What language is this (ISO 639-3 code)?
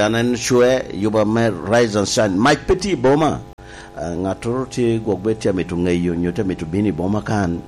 laj